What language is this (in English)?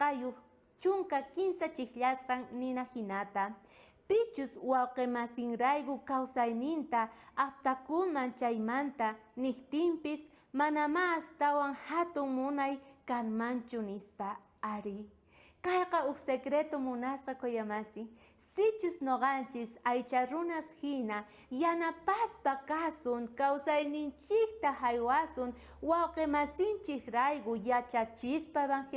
South Bolivian Quechua